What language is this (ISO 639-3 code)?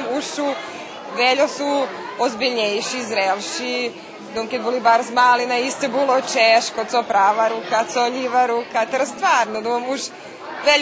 rue